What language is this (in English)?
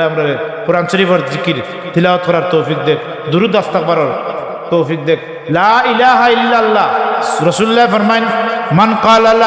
Sylheti